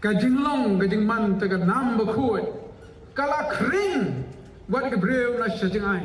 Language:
Khasi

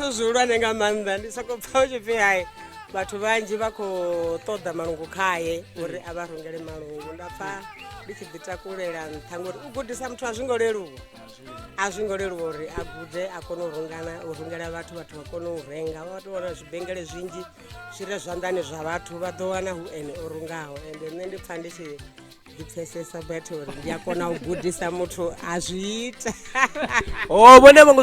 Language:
Venda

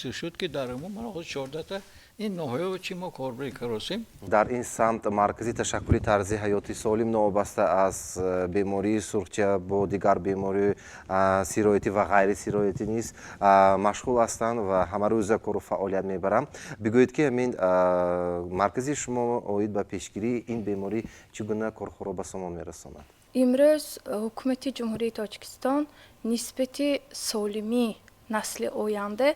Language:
Tajik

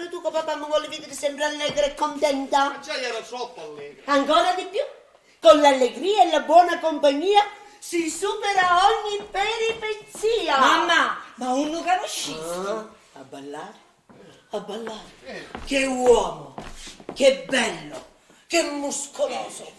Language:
Sicilian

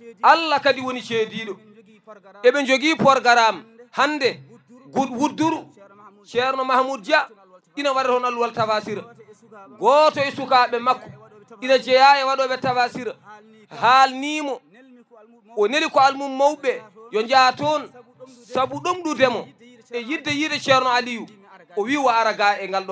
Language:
Fula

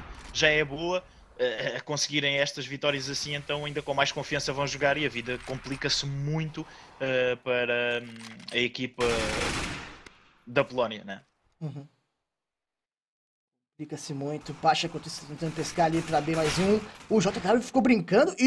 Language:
Portuguese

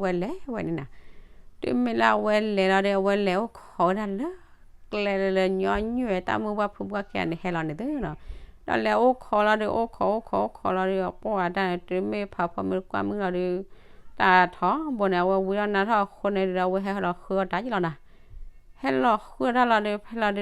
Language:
S'gaw Karen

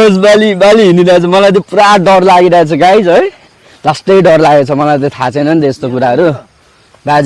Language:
Nepali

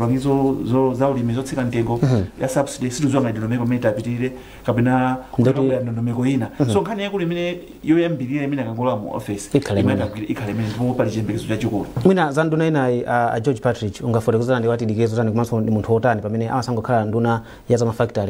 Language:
Nyanja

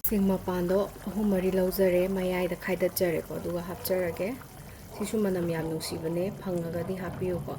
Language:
Manipuri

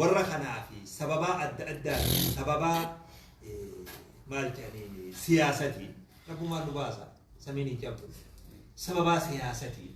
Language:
Oromo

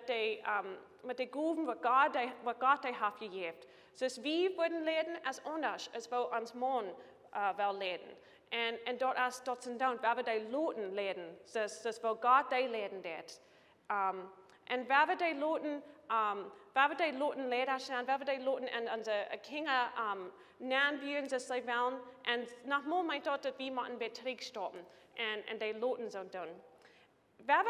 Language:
Plautdietsch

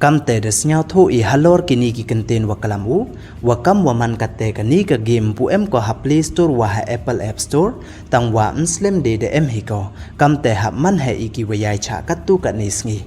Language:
Pnar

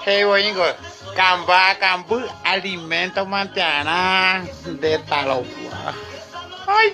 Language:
Guarani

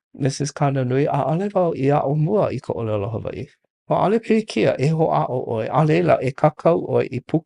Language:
Hawaiian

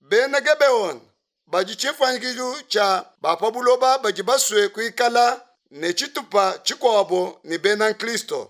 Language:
Luba-Lulua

